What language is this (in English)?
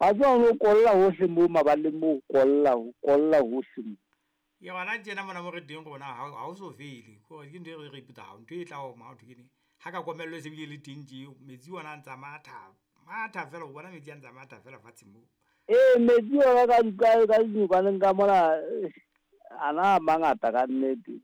Southern Sotho